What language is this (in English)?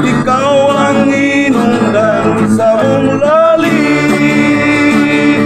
Cebuano